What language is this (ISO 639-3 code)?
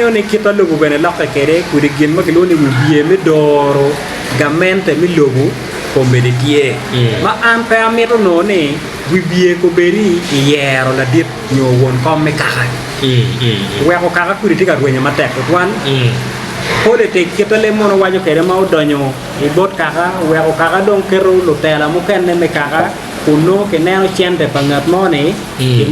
ach